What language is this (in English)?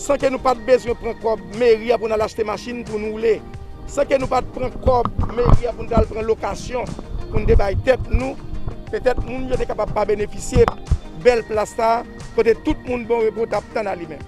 Haitian Creole